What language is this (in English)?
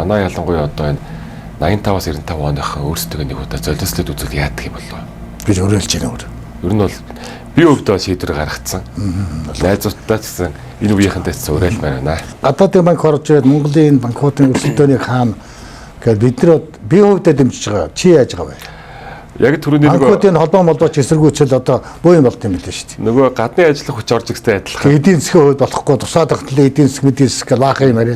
Mongolian